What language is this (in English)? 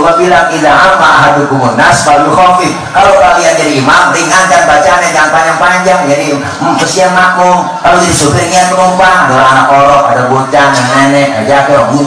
Betawi